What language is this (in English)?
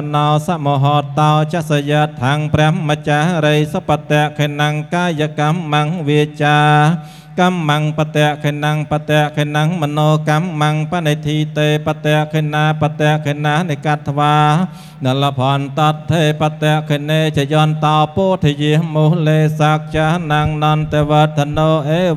Khmer